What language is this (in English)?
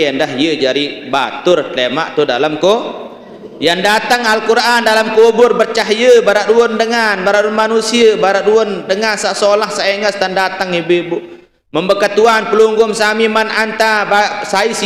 Sasak